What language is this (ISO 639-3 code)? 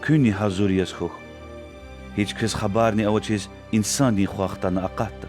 lez